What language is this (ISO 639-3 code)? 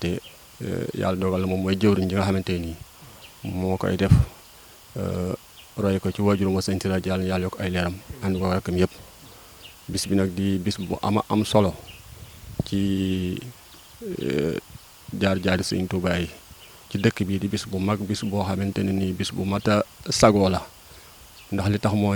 wol